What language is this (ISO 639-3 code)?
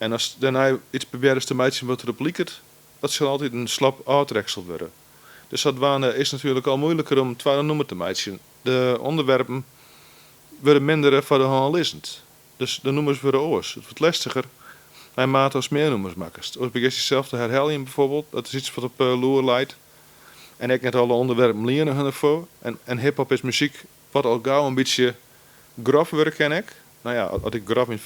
fry